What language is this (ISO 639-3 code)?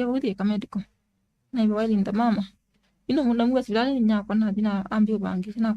kam